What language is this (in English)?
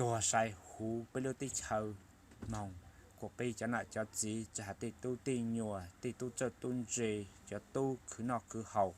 Hmong